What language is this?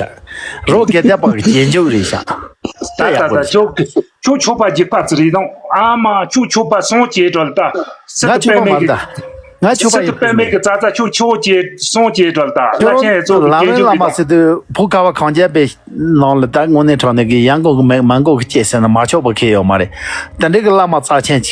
Tibetan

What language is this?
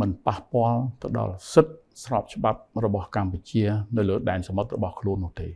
Khmer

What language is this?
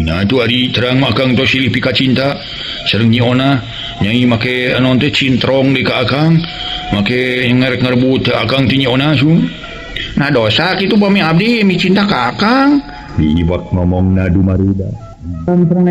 Sundanese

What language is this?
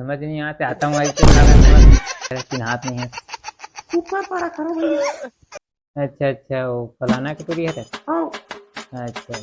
Chhattisgarhi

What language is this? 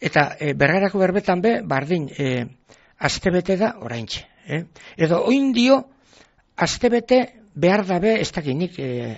Basque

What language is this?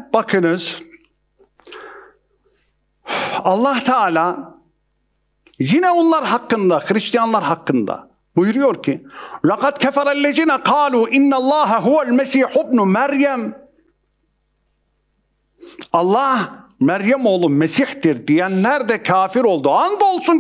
Turkish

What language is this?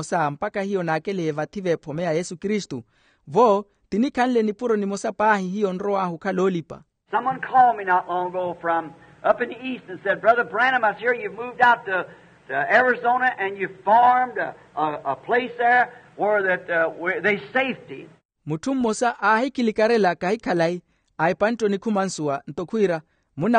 Makhuwa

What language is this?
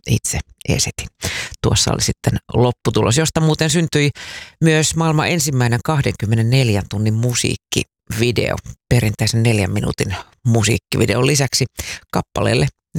Finnish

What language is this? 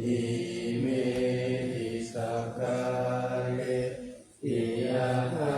Pali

